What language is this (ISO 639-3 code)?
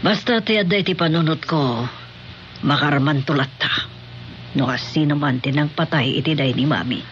ilo